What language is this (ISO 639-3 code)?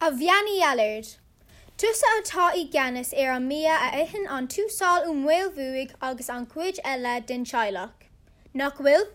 gle